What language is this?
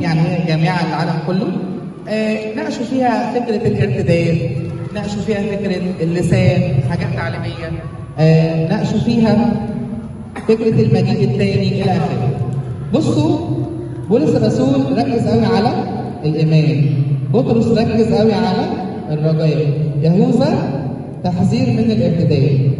Egyptian Arabic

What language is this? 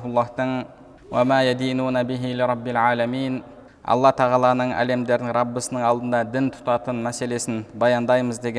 Kazakh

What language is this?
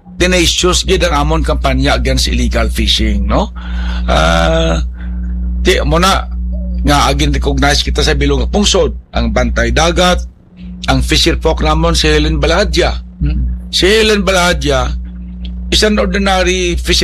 Hiligaynon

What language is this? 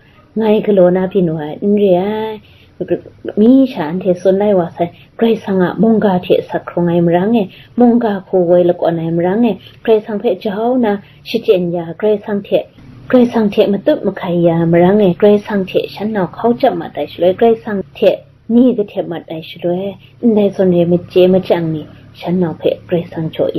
Kachin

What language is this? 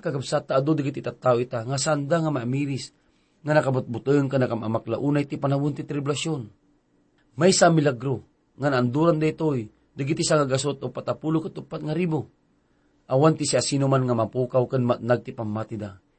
Iloko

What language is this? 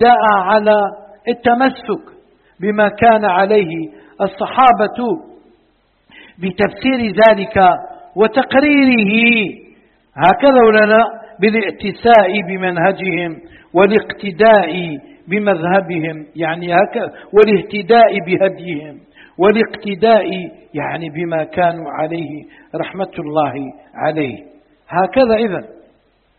Arabic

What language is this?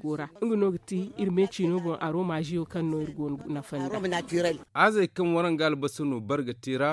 Zarma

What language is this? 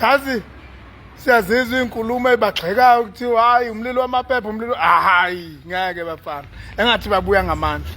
Zulu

